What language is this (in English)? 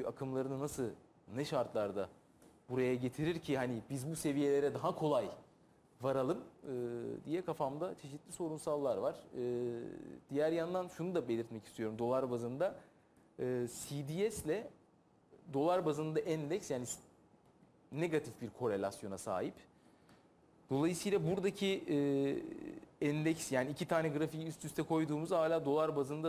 Turkish